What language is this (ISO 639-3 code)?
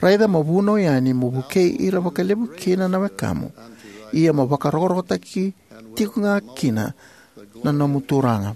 fij